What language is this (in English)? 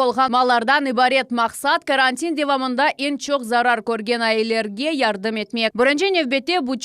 Crimean Tatar